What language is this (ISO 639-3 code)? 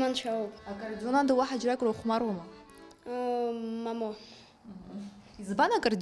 abk